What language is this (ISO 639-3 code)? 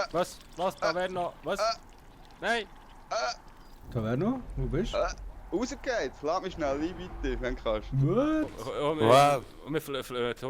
gsw